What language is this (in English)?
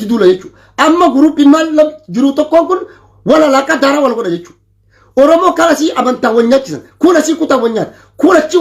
Oromo